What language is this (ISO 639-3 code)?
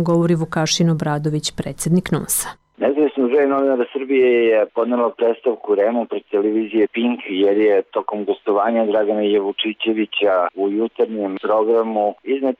srp